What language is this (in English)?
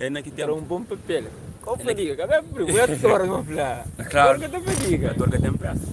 Kabuverdianu